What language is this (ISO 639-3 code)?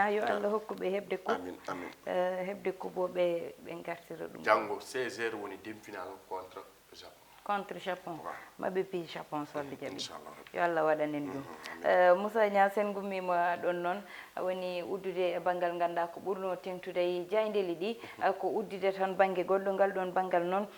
ful